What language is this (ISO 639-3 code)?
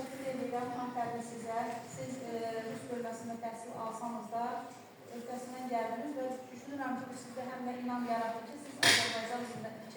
aze